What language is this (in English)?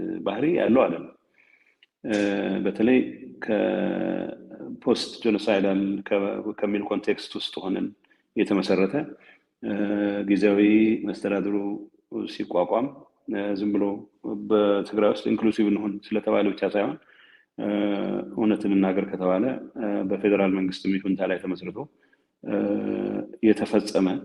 Amharic